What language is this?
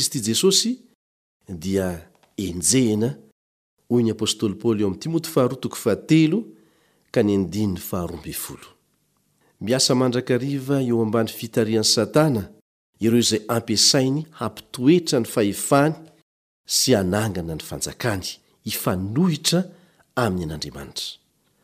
Malagasy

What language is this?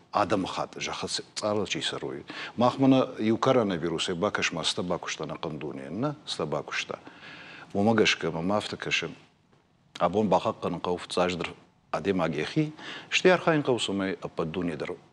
Ossetic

